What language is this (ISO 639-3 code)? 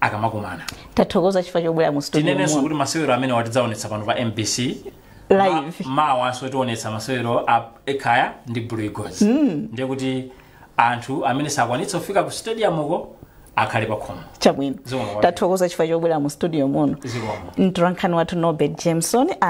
nya